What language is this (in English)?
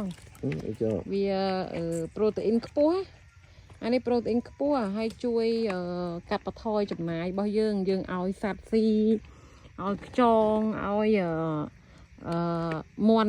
Khmer